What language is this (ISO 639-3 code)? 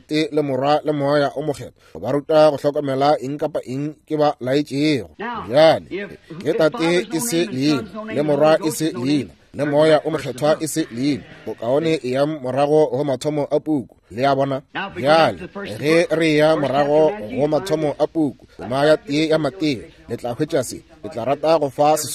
nso